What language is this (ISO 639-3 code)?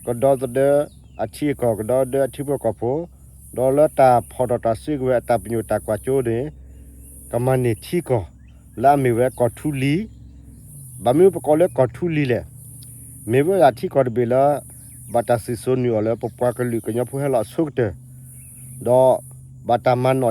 ksw